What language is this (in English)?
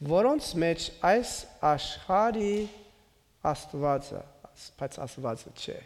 Armenian